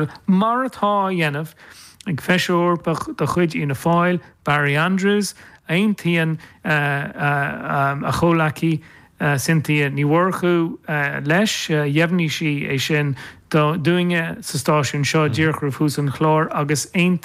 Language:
Irish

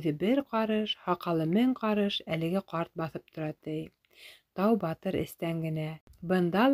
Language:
Bashkir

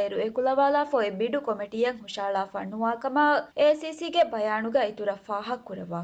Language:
Divehi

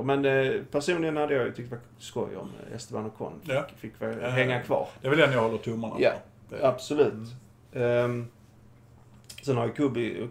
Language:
Swedish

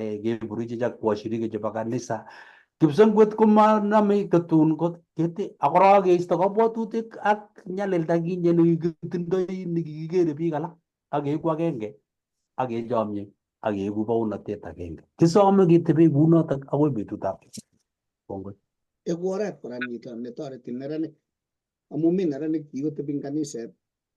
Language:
Kalenjin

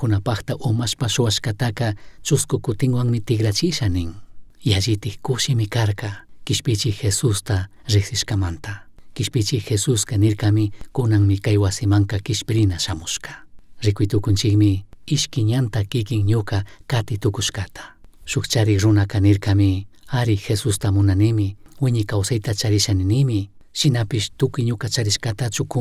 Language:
Chimborazo Highland Quichua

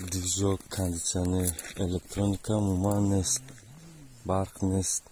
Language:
Tajik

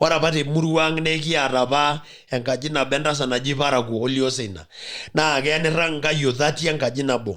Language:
Masai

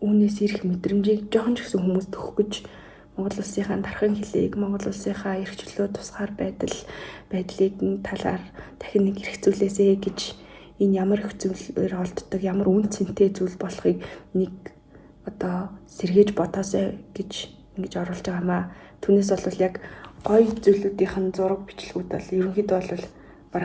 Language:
Mongolian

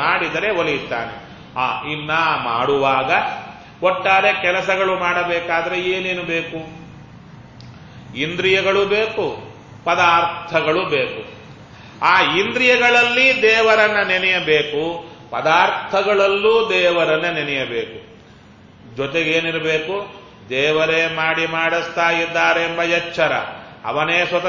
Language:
Kannada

